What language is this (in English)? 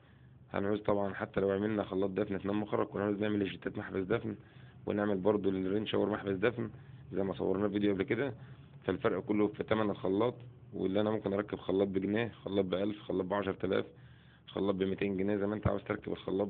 Egyptian Arabic